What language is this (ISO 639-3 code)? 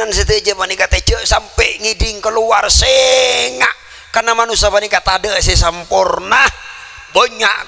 mad